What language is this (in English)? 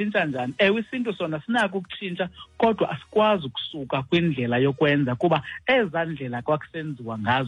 Xhosa